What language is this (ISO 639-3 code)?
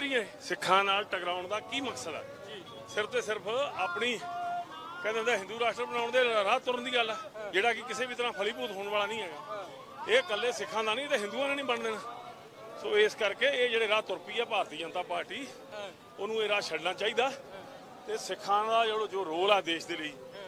pan